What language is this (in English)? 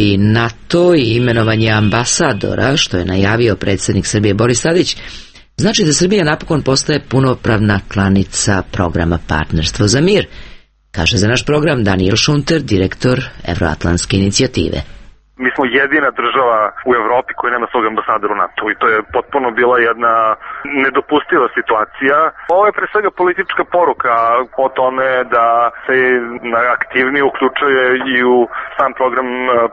Serbian